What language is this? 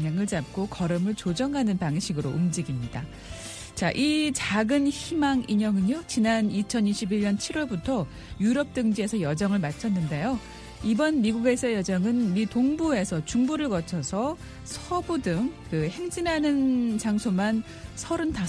Korean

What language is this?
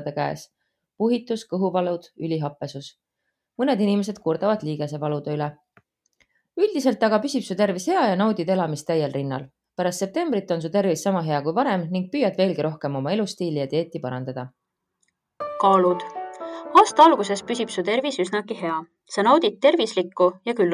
Estonian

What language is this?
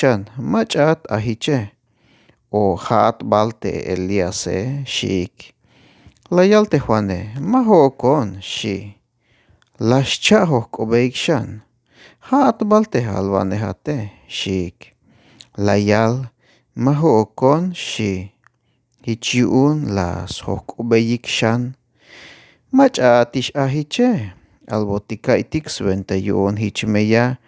Tzeltal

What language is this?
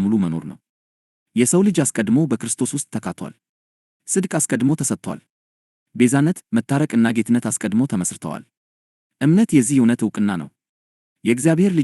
Amharic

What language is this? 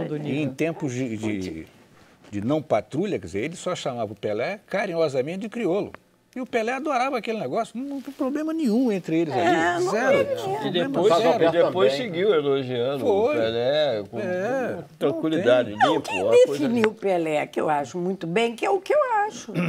Portuguese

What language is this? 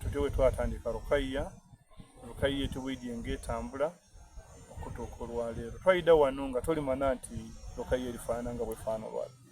Soga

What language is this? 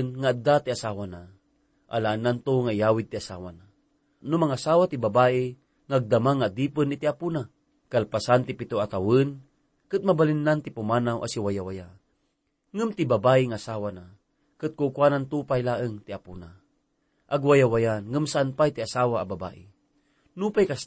Iloko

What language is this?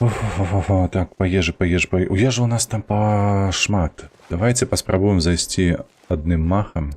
Belarusian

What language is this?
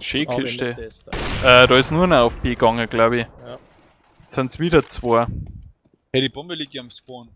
Bavarian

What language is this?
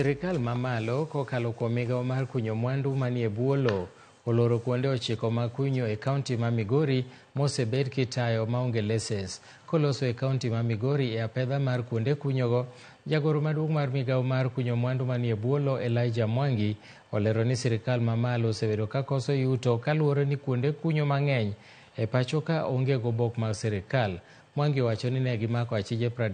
Luo (Kenya and Tanzania)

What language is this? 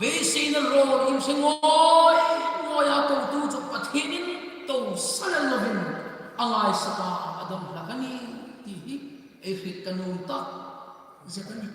Hmar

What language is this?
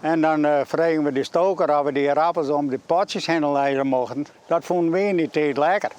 Western Frisian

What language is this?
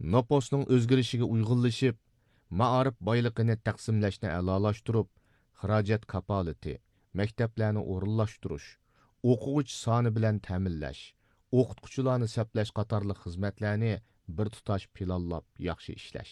Uyghur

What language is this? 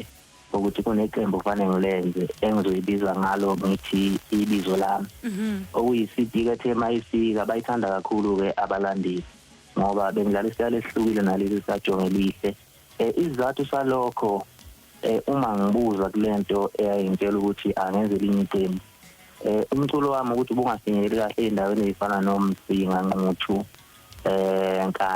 Zulu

